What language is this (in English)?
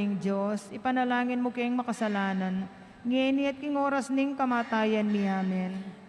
Pampanga